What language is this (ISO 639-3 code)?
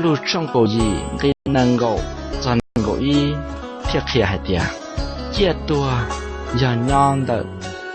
hmn